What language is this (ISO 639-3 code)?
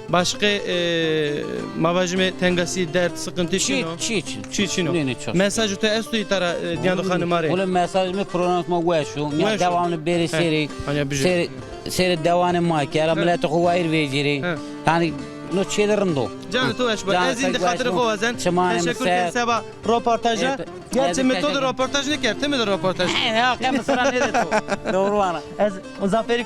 zza